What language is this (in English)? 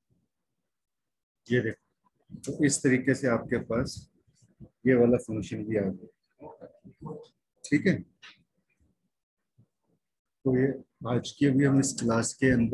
Hindi